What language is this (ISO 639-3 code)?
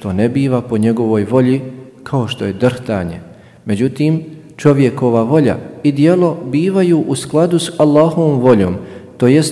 bos